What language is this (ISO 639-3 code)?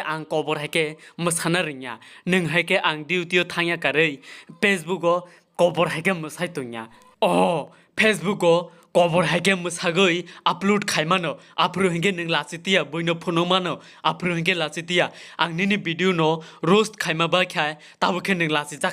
trp